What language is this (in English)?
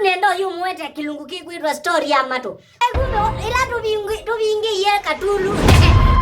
Kamba